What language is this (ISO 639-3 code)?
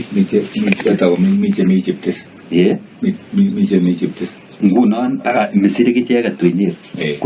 kln